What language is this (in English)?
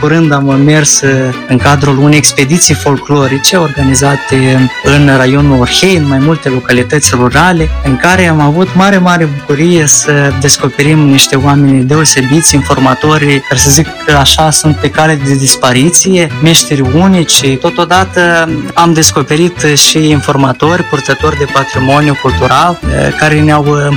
Romanian